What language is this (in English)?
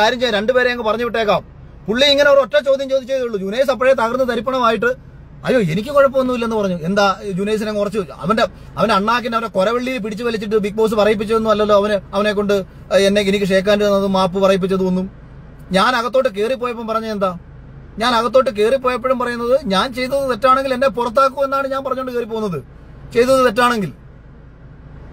Malayalam